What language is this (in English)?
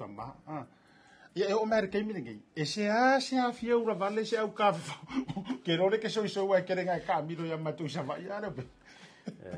Samoan